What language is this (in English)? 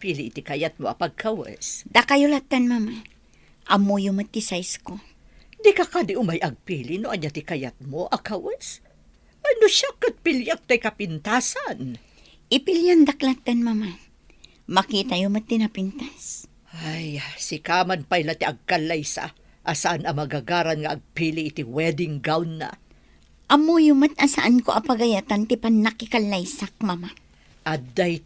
Iloko